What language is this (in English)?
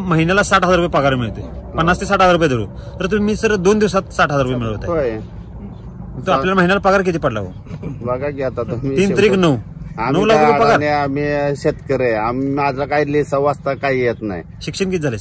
Marathi